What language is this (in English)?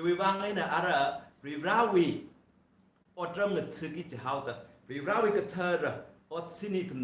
Tangkhul Naga (India)